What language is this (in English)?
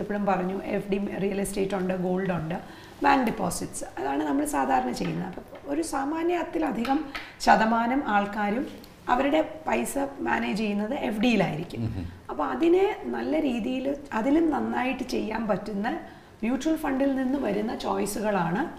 Malayalam